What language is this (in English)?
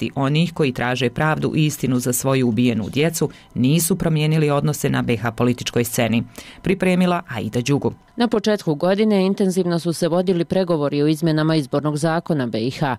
Croatian